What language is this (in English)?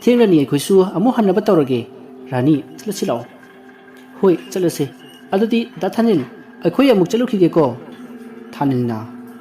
Manipuri